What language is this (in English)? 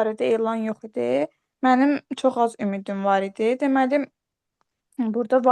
Azerbaijani